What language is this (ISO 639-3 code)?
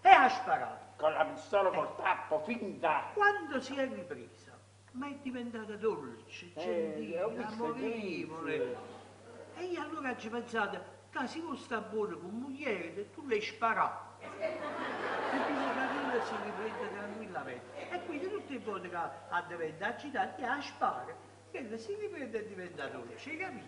nap